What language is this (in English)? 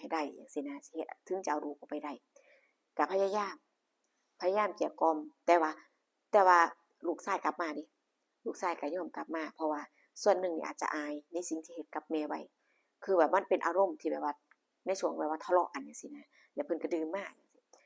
Lao